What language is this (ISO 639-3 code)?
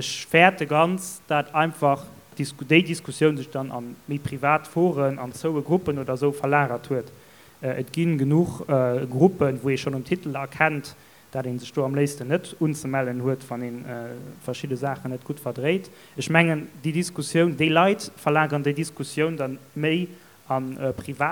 ltz